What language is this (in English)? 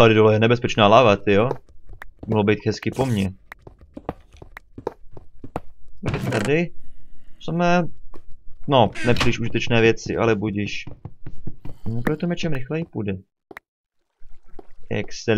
Czech